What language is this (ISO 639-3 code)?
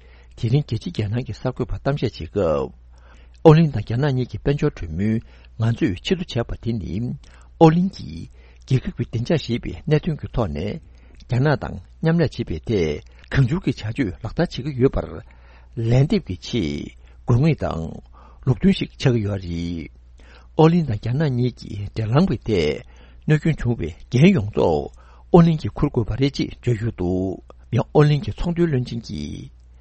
bod